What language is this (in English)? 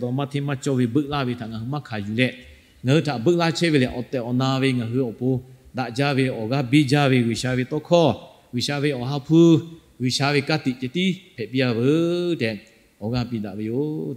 Lahu